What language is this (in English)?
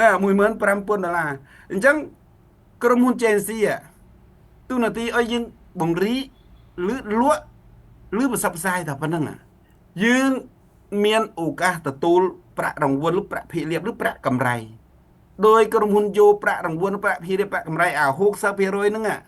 Khmer